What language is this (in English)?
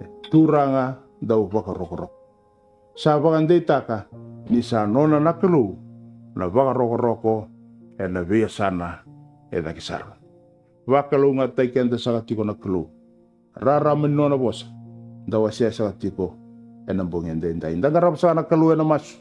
Fijian